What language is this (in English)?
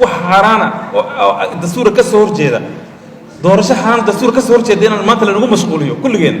Somali